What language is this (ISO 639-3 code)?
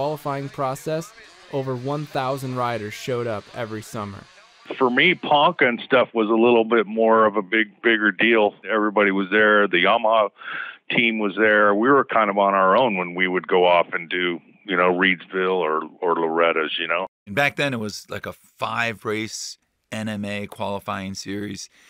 eng